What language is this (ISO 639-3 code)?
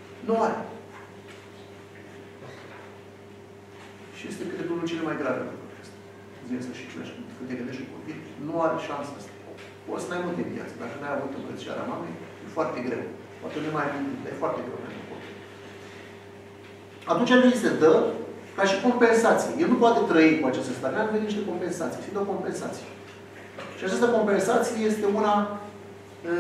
ron